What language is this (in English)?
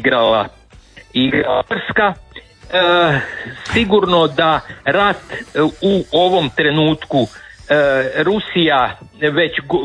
Croatian